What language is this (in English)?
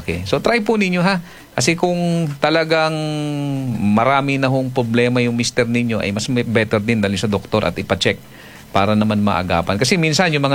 Filipino